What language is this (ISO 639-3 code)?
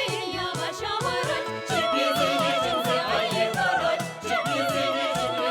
chv